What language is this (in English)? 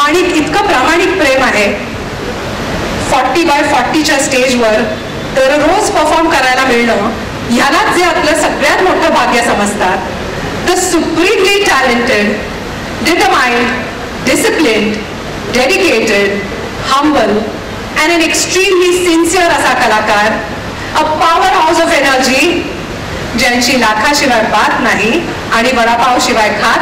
Marathi